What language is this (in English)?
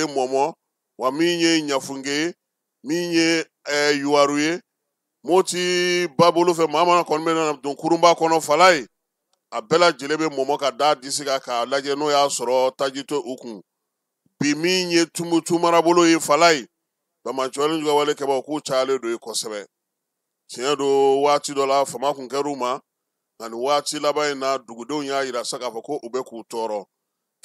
Bambara